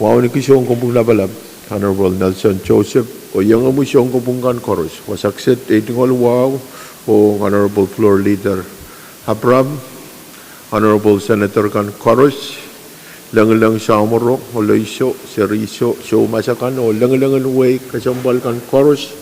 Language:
Pohnpeian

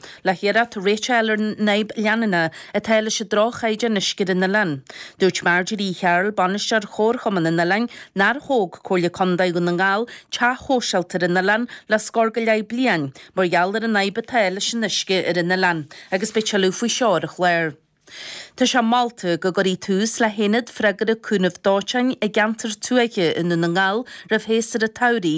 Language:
Irish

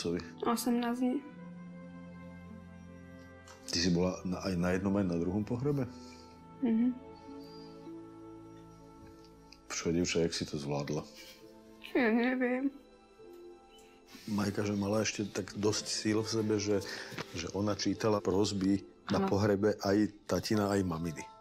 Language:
Slovak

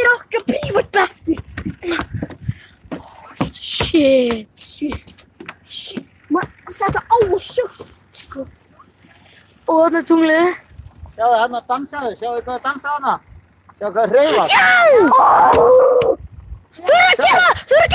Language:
Icelandic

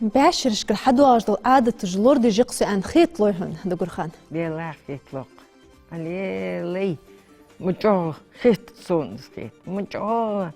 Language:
Ingush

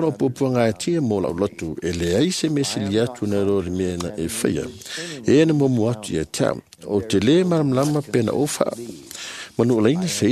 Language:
Samoan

